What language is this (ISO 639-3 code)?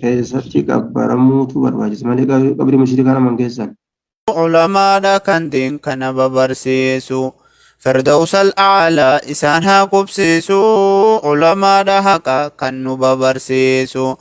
orm